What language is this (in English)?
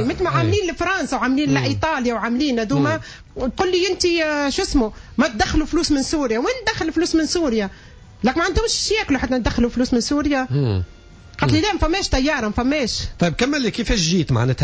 Tunisian Arabic